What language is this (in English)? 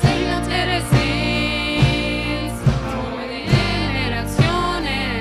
Plautdietsch